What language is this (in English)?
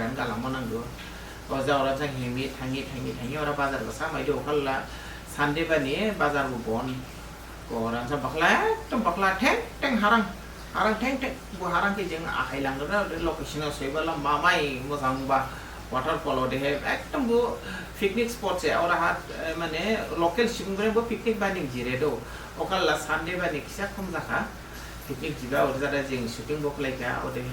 Dimasa